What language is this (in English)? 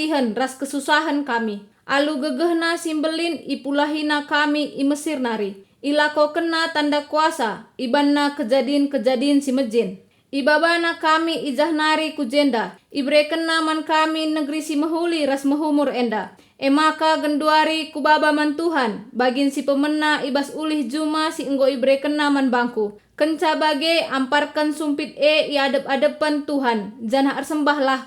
Batak Karo